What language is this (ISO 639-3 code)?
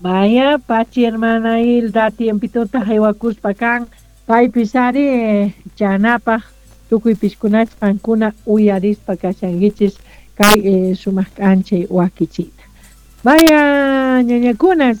quh